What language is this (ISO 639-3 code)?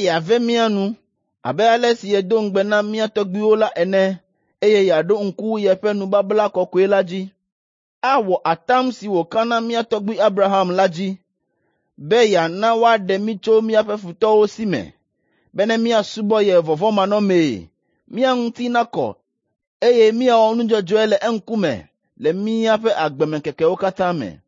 ewe